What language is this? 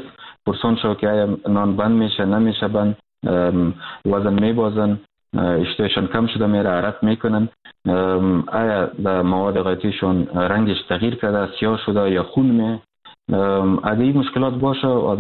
Persian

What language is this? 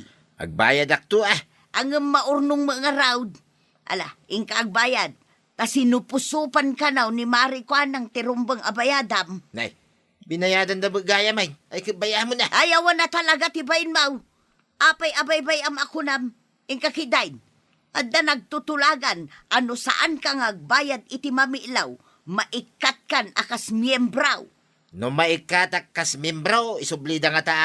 Iloko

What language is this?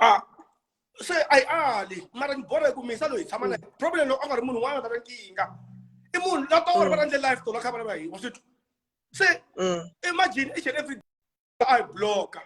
Tsonga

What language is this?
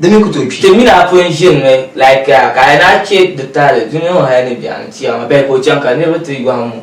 Dagbani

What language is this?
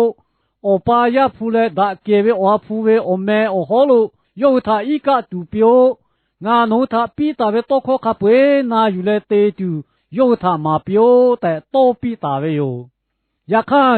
Lahu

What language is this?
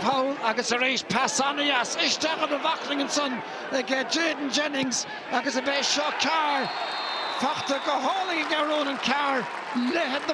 Irish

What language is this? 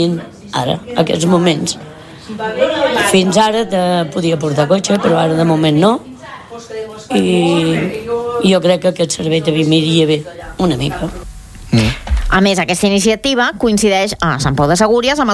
Catalan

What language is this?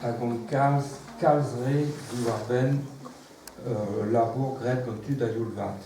Breton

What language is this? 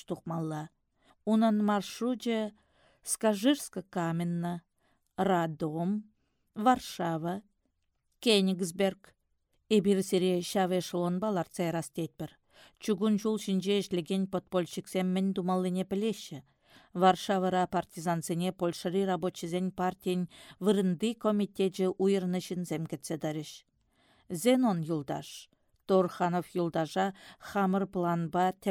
Chuvash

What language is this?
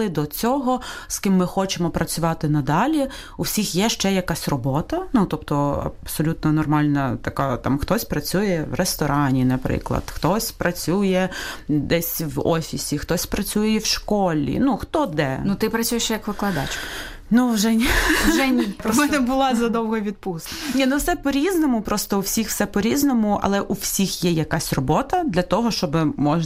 Ukrainian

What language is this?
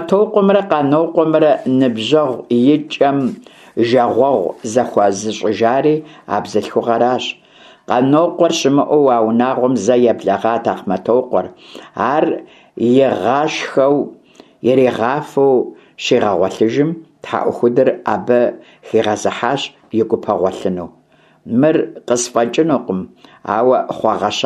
Kabardian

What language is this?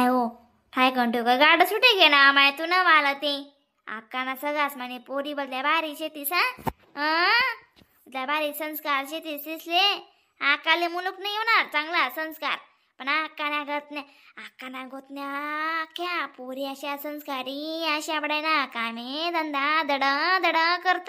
Khandesi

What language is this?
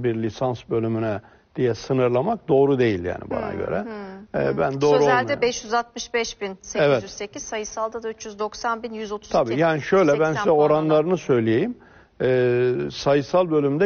Turkish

